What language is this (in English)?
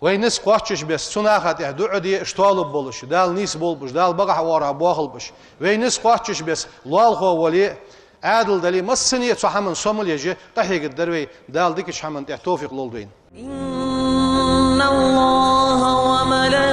Ingush